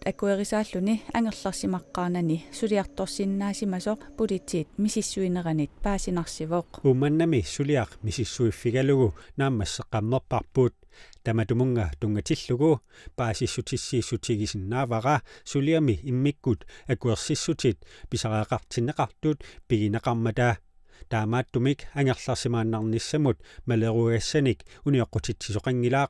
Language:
Kalaallisut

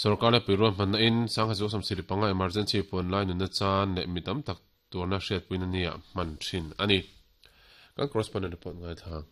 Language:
Mizo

